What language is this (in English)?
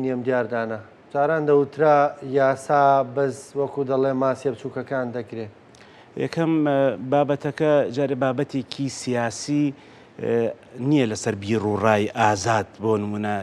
Central Kurdish